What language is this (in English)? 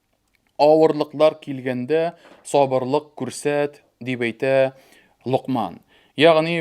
Tatar